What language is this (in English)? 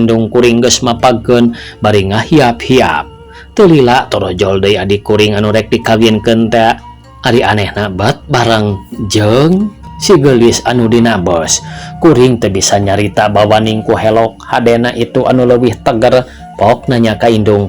Sundanese